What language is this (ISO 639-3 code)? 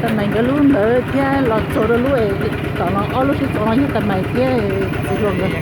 hmn